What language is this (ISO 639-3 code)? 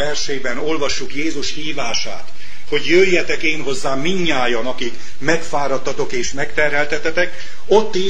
hun